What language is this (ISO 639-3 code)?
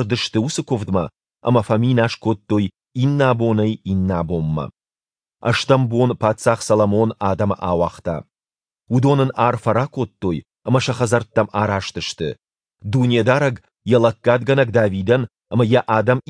oss